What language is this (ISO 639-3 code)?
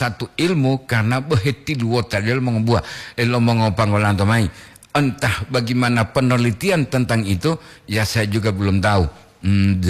gor